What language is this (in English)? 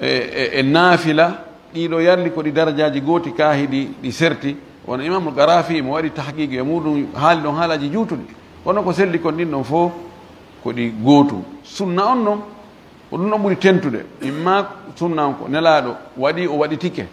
Fula